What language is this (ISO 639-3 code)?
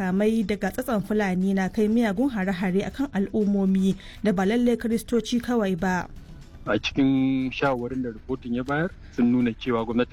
hau